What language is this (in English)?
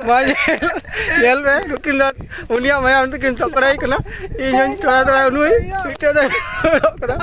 Santali